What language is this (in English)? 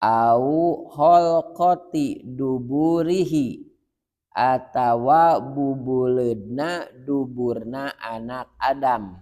Sundanese